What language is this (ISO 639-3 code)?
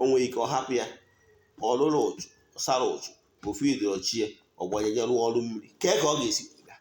ibo